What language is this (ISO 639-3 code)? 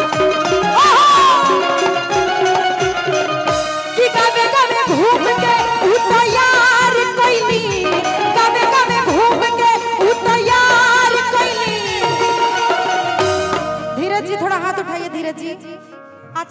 bho